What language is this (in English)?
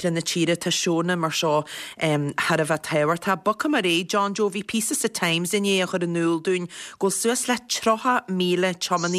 Irish